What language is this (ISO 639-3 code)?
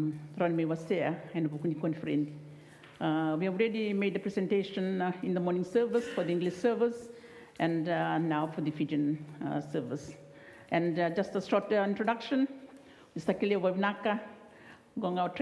fij